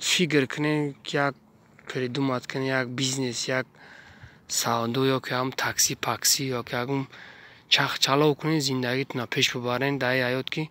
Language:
Tajik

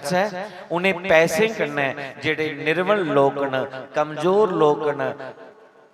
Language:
Dogri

